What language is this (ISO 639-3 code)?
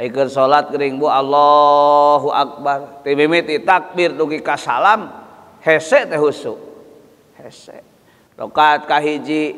sun